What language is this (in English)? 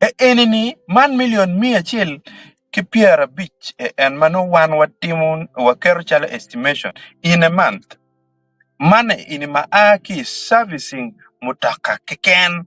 Acoli